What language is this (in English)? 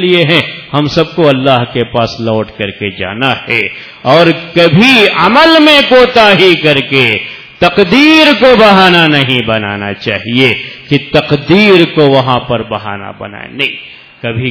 Urdu